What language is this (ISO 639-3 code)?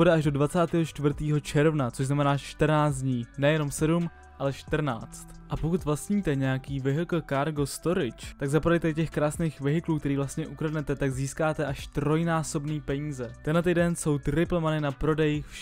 ces